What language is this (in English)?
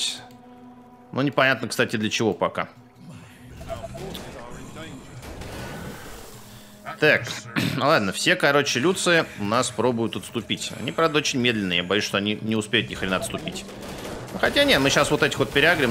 Russian